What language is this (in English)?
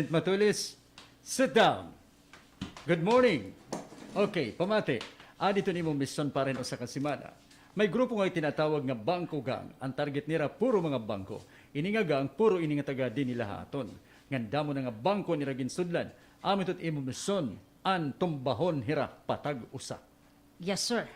Waray